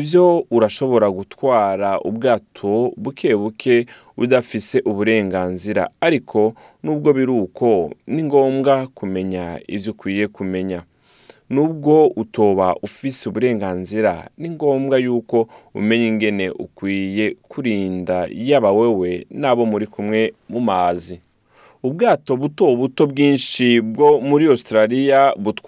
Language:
Rundi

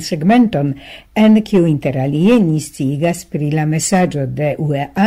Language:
Esperanto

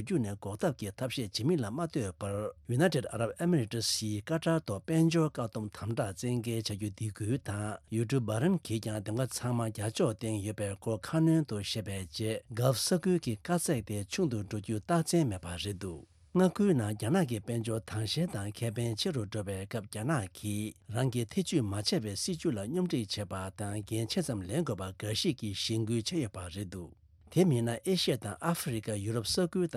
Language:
Tibetan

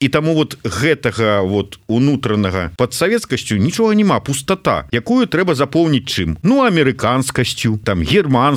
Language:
Belarusian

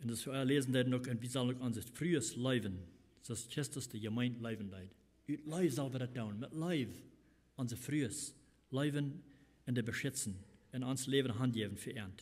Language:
Plautdietsch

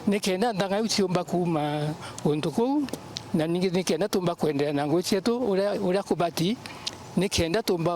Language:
Meru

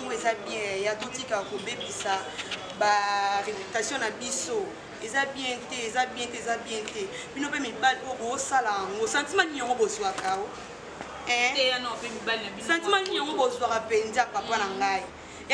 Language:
Lingala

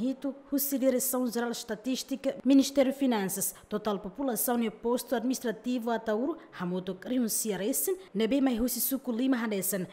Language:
Tetum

